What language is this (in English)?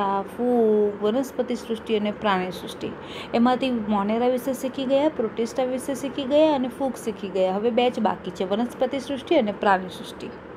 Gujarati